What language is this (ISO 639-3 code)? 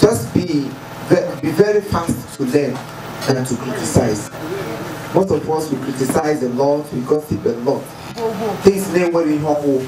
ibo